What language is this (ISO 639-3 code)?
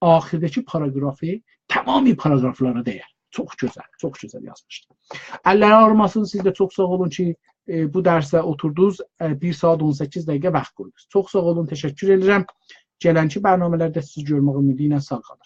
azb